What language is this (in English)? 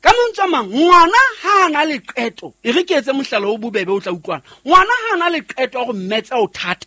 Southern Sotho